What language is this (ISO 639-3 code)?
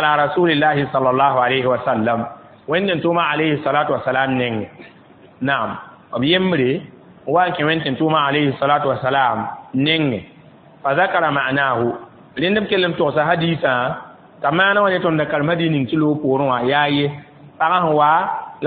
mos